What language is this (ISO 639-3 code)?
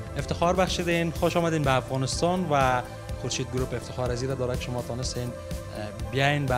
fas